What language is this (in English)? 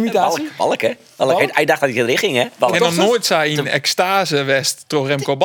Western Frisian